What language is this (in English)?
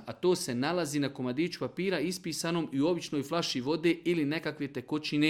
Serbian